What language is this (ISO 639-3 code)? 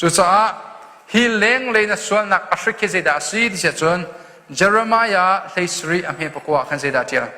cnh